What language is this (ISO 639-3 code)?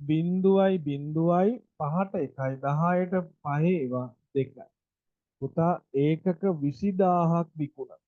sin